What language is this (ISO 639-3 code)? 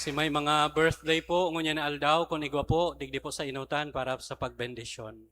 bik